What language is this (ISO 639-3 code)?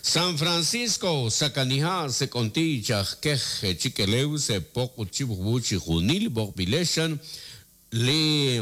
kek